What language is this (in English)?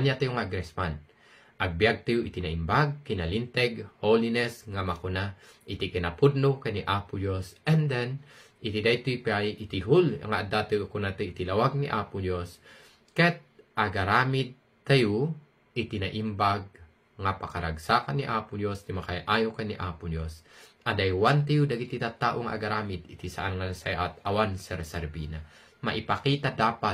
Iloko